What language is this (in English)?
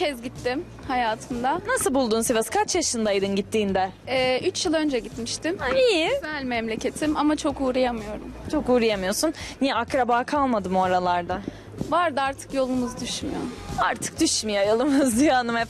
Turkish